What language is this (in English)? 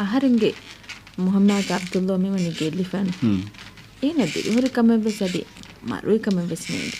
Divehi